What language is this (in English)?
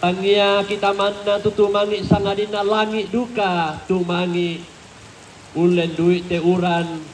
Toraja-Sa'dan